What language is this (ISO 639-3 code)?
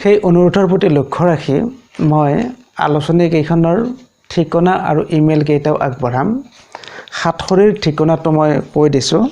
asm